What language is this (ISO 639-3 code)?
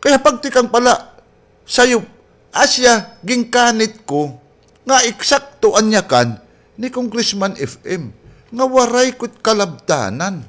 war